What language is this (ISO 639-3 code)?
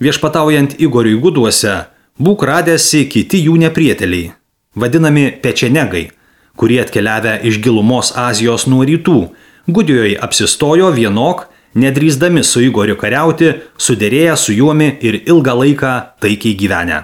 lit